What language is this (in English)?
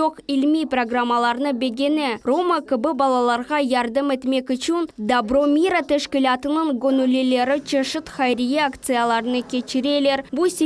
Crimean Tatar